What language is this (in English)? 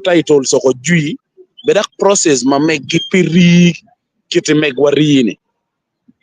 Acoli